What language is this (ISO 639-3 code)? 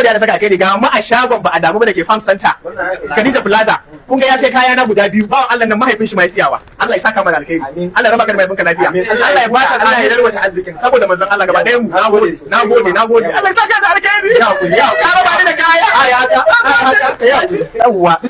hau